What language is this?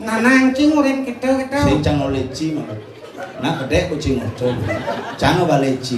Balinese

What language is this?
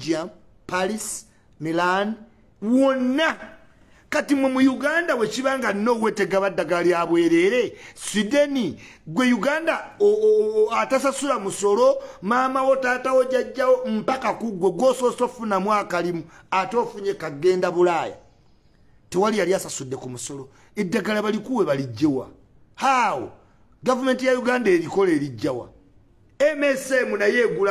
Ganda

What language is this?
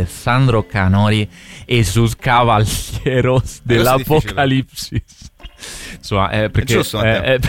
Italian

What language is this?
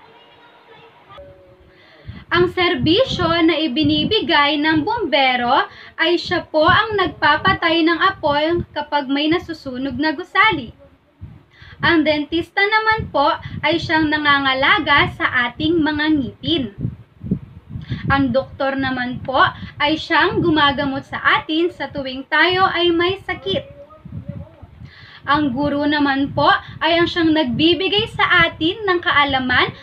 Filipino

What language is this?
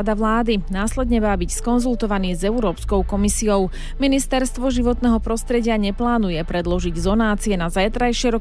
Slovak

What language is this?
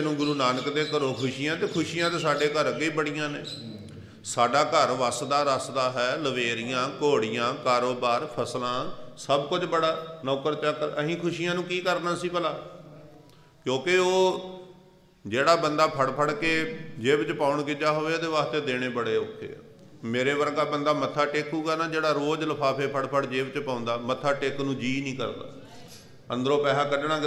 Punjabi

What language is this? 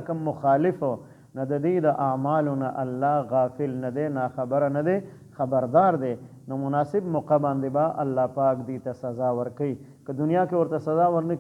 Pashto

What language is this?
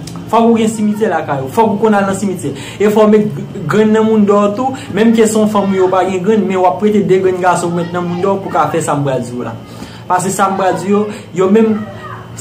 Haitian Creole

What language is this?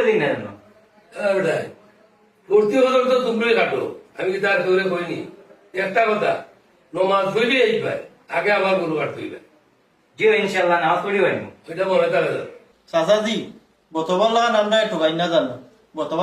Sylheti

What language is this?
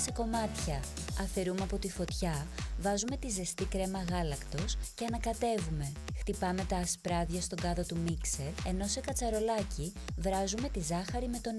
Greek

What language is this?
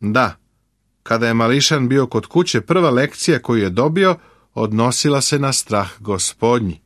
Serbian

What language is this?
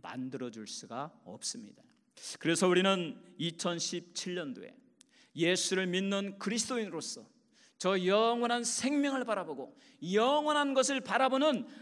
Korean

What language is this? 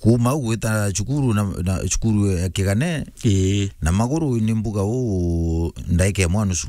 Meru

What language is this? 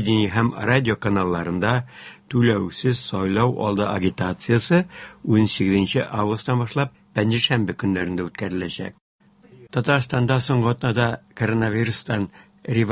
Tatar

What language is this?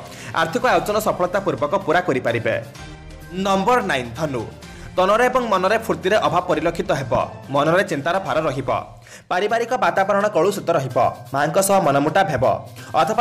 Odia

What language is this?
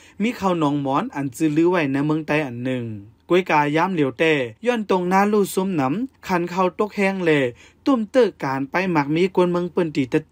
Shan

